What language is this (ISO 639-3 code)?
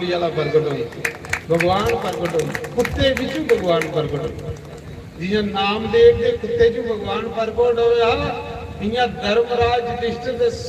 doi